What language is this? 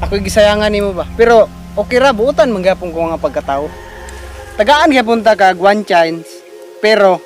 Cebuano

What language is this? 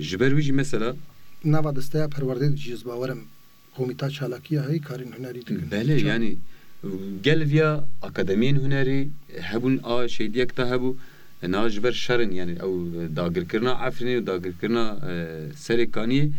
Kurdish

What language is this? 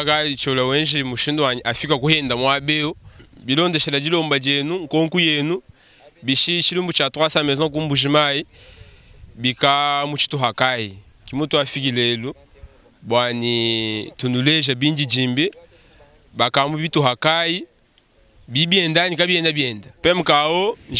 Luba-Lulua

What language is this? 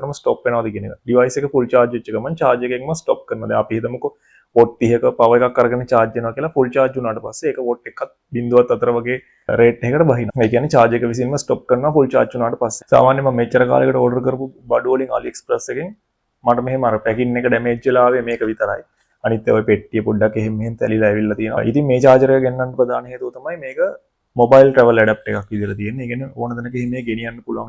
Sinhala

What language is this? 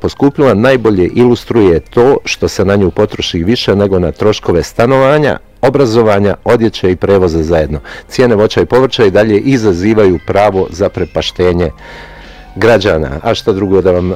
Bosnian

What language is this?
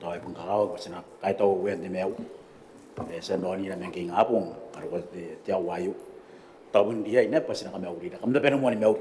Gilbertese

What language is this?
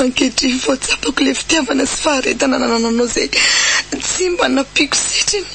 Malagasy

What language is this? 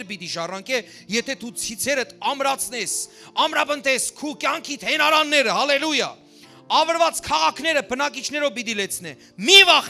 Western Armenian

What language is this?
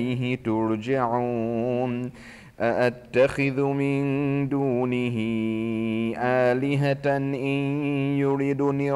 Arabic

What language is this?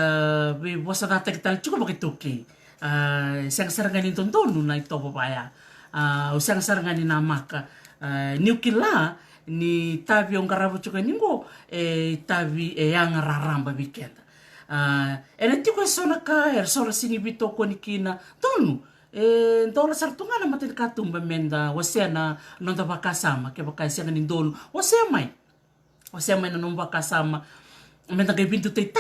Fijian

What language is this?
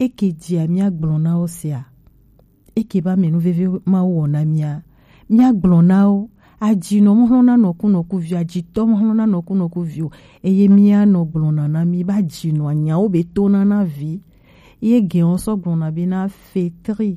Gen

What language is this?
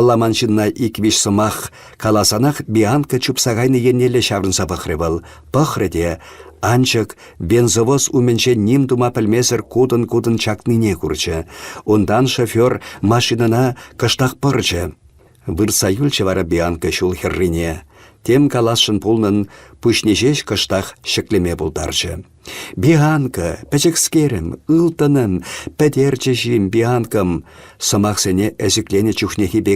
Chuvash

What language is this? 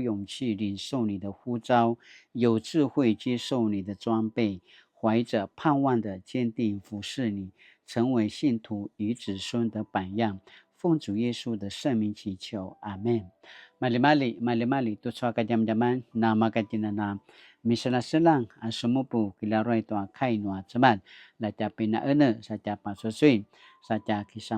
Paiwan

